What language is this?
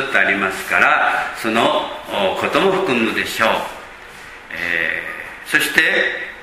Japanese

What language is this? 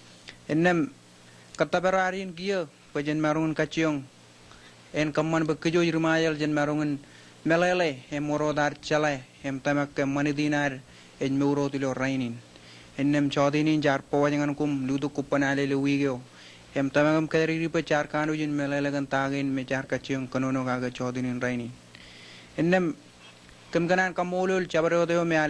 Marshallese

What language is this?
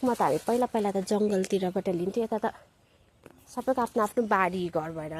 Nepali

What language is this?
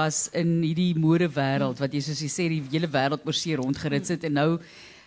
Afrikaans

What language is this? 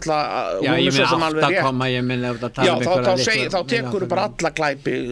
Icelandic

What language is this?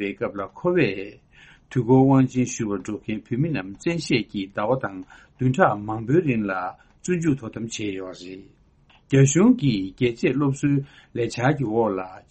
Tibetan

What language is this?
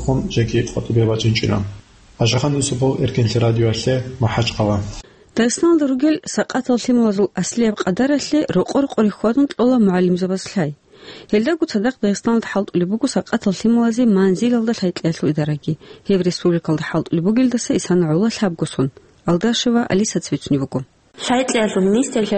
Avaric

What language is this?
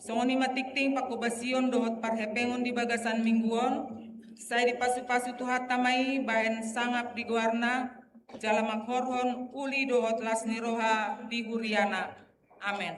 Batak Toba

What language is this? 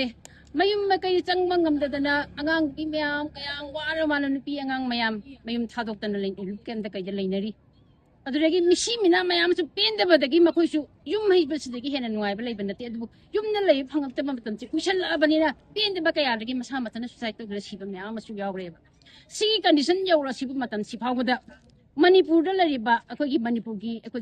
Manipuri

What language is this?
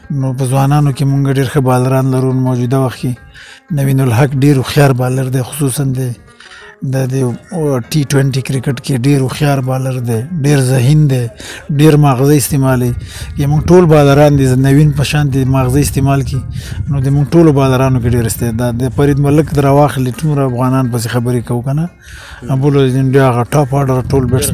Pashto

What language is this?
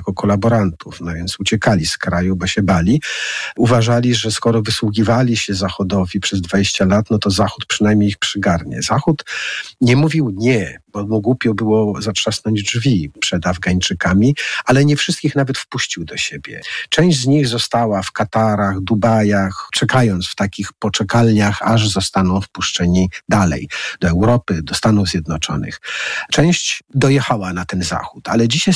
Polish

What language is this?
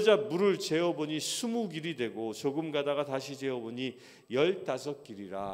Korean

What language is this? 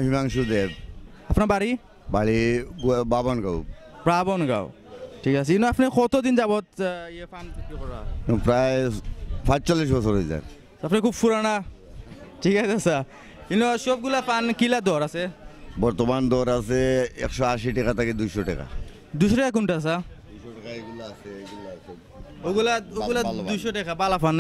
Sylheti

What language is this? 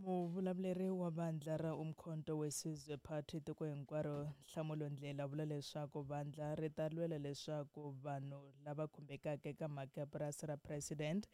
Tsonga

